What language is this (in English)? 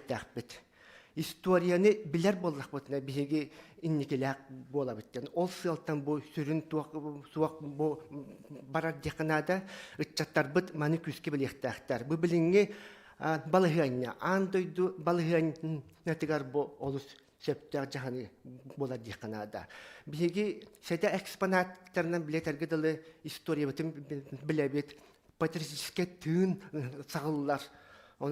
Yakut